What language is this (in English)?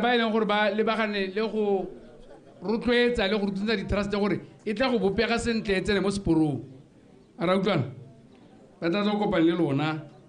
Tswana